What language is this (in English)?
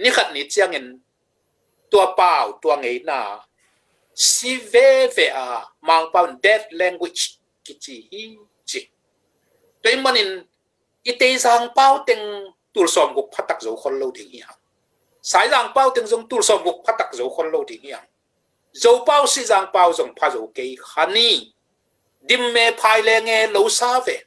Tedim Chin